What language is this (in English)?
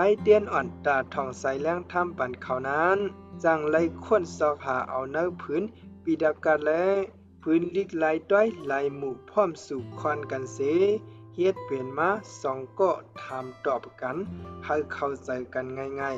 Shan